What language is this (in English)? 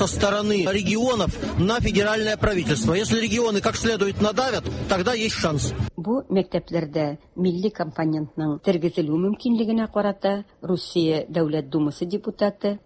Tatar